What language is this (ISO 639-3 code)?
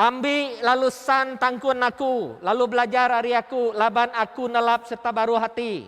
iba